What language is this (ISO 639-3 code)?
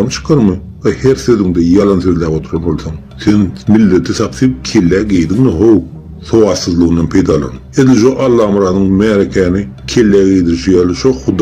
tuk